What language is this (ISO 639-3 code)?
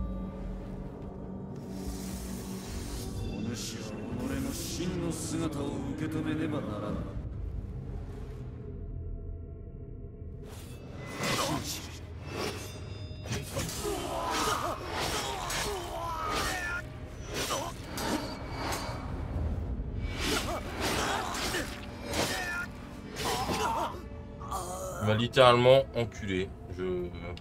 fra